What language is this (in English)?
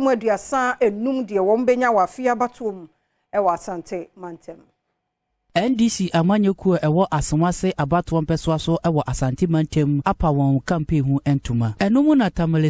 Akan